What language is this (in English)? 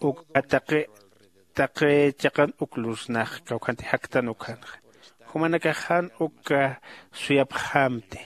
Aymara